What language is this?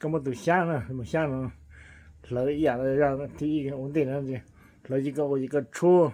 Hmong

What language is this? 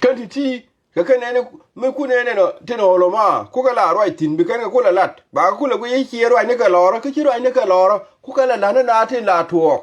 Nuer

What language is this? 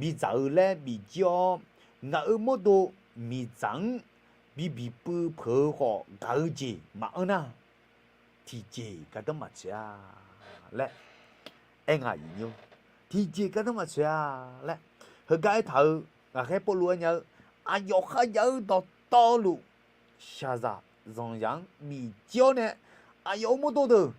Akha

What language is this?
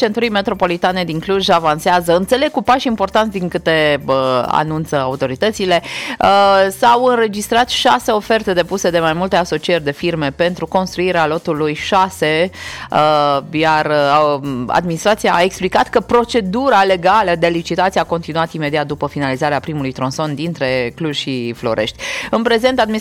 Romanian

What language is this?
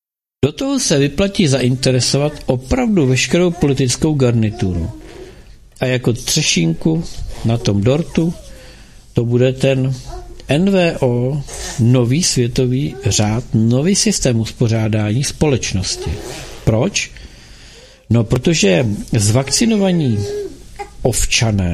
Czech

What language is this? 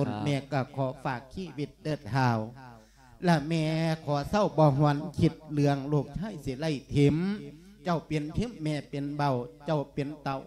Lao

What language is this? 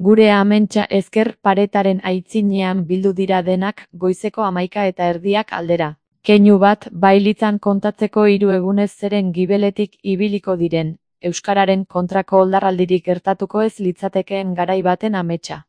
Basque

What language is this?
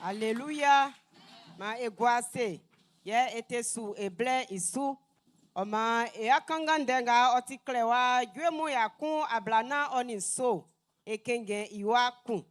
Baoulé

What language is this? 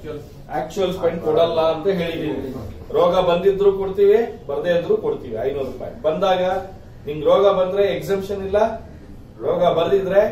Kannada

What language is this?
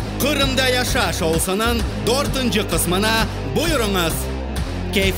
Crimean Tatar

